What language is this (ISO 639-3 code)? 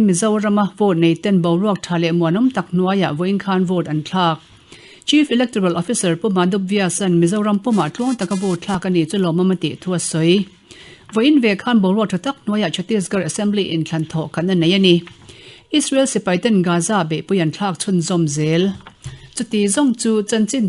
lus